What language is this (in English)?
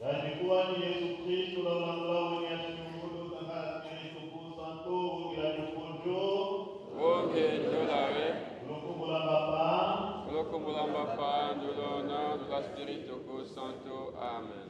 Tetela